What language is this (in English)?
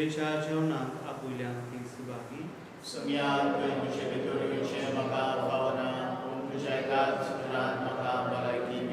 Konkani